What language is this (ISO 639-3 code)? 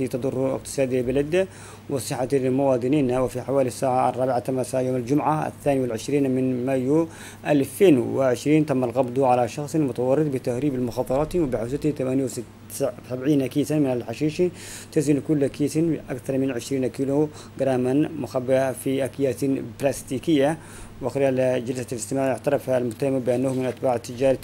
ara